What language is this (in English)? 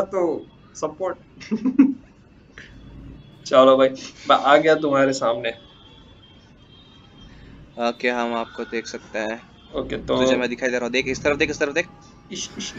Hindi